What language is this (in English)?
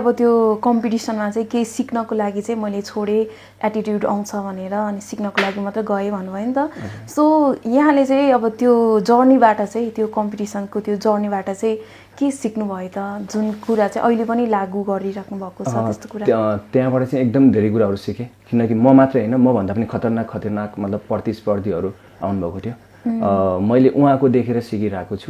Nepali